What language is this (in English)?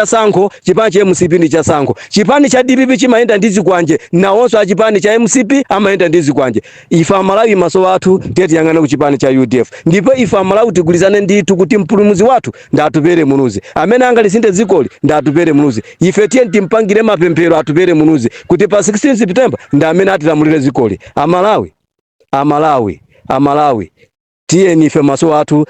Nyanja